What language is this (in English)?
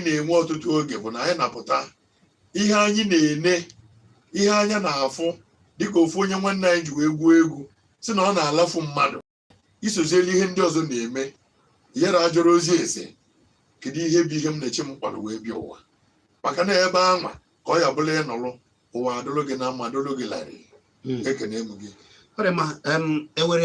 Igbo